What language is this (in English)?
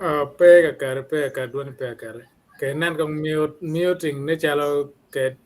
Acoli